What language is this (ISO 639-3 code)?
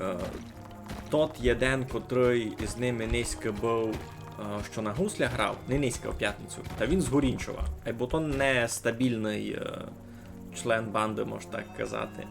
rue